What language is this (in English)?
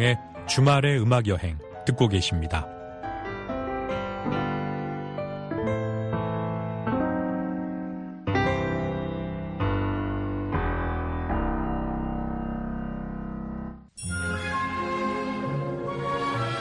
Korean